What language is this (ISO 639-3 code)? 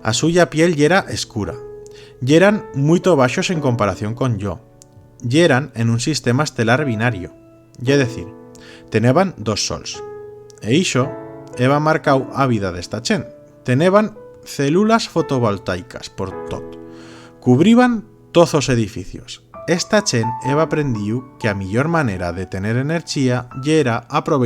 arg